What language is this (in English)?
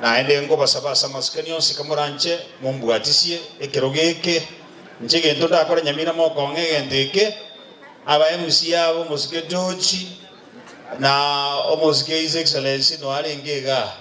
Gusii